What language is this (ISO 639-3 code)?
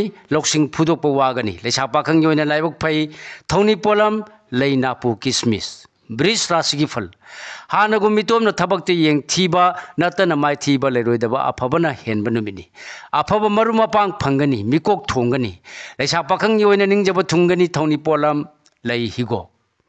mni